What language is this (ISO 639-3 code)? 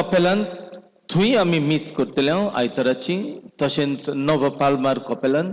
kok